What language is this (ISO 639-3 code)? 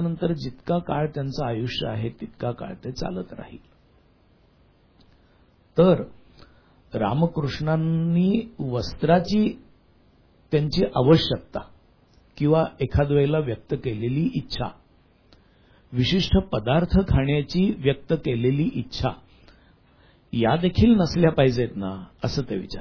mar